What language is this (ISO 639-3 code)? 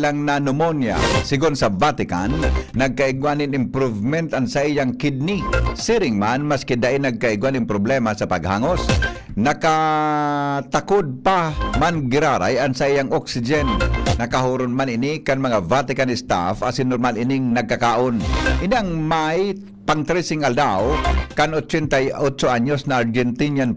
bik